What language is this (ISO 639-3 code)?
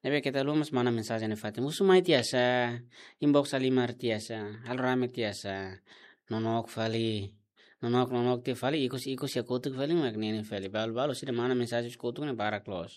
tet